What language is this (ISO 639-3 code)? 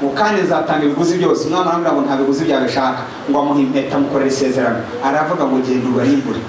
kin